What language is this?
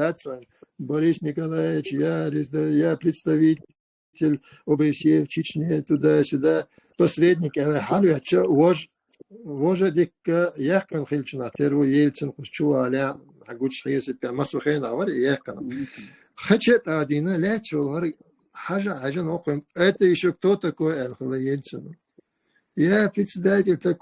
Chechen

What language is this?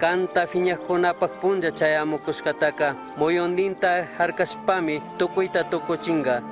Chimborazo Highland Quichua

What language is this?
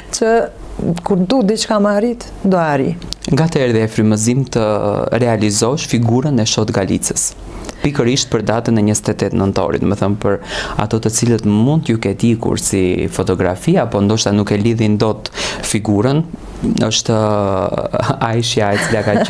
Albanian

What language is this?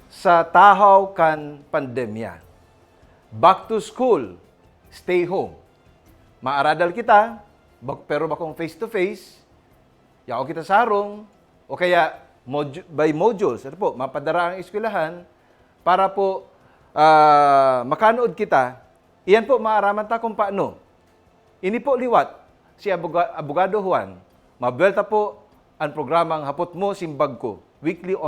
Bikol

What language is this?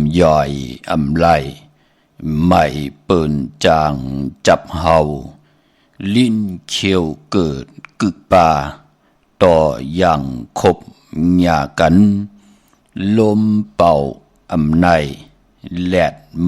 Shan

